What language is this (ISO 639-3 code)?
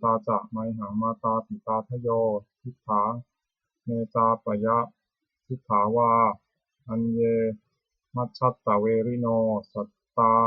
pli